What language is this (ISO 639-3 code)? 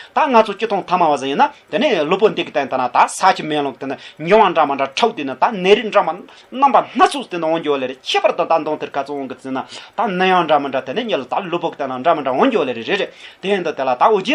bod